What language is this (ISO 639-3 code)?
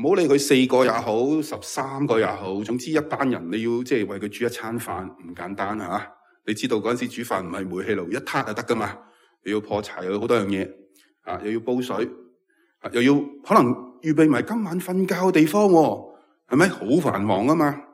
yue